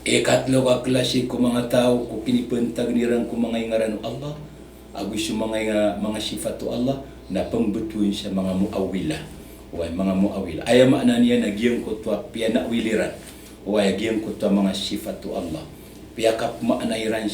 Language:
Maranao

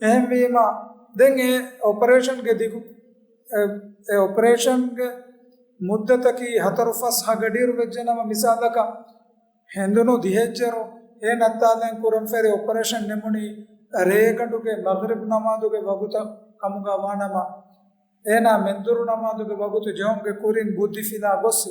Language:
Divehi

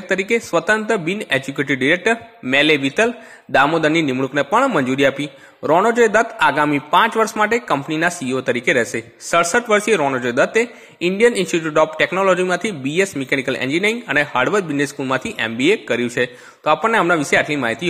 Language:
Gujarati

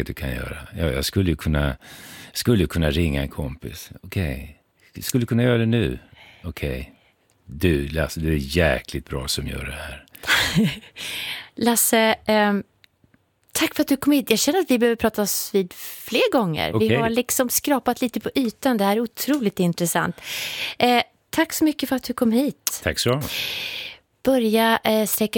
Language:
Swedish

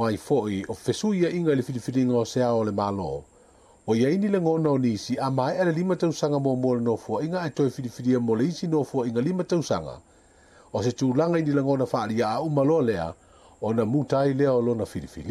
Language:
Samoan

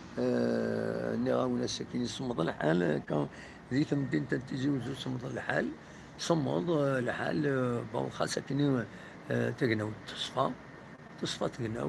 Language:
Kabyle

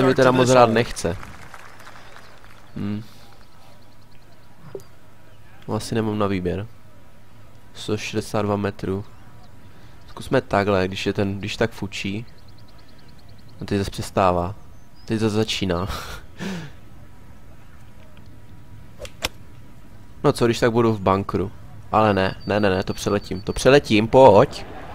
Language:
Czech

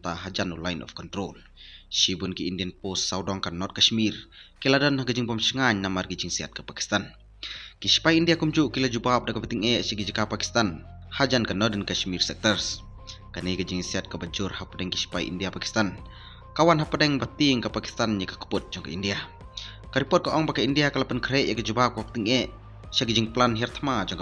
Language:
Khasi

